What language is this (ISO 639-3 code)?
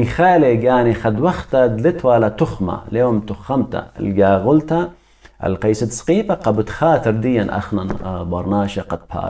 aii